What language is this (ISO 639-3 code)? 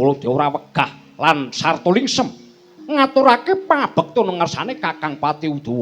jav